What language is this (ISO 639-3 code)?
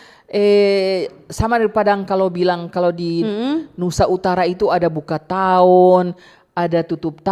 xmm